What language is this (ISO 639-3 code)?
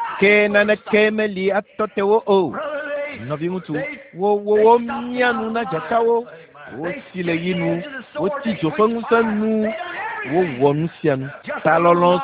ewe